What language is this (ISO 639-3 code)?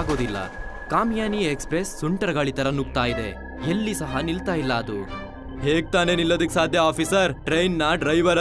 kan